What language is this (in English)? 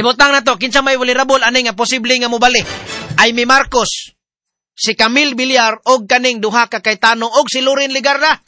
Cebuano